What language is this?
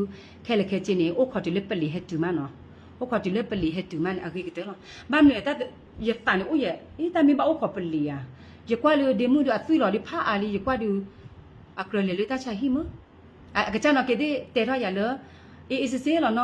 S'gaw Karen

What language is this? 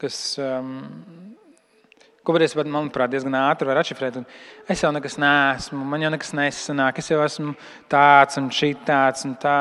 Latvian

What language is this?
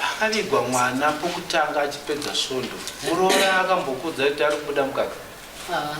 Shona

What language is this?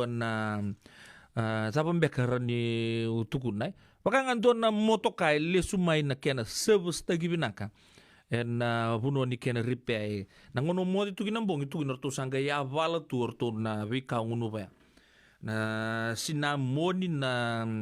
Fijian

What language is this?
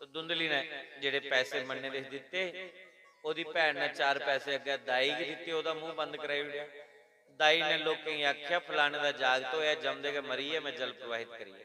Dogri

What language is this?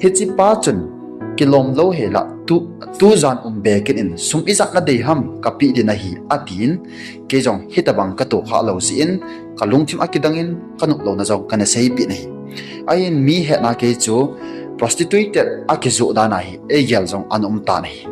Thado Chin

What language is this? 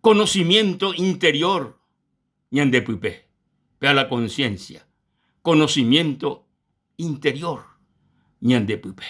Guarani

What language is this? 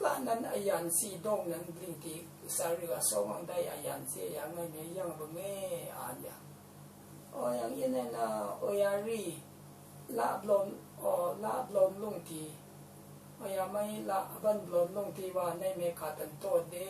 Rawang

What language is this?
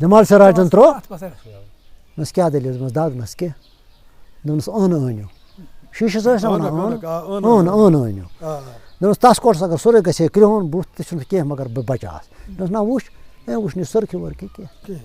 Kashmiri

